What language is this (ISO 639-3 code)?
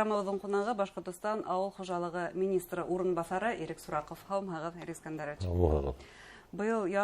bak